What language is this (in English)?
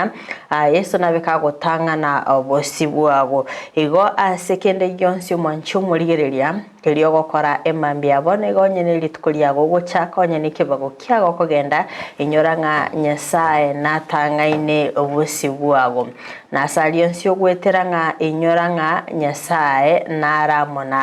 Gusii